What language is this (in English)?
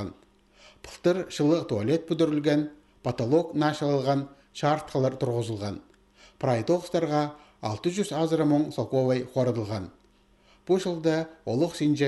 Khakas